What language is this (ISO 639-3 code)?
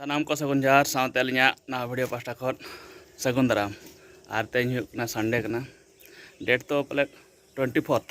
sat